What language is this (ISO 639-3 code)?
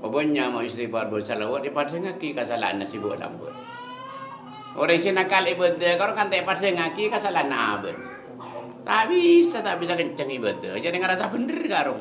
mad